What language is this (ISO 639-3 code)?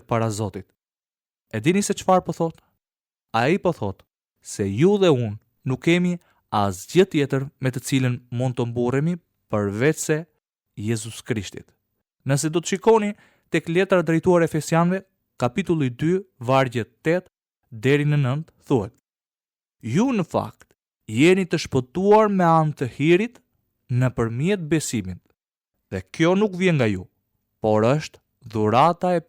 sqi